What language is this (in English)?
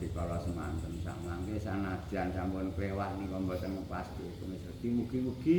Javanese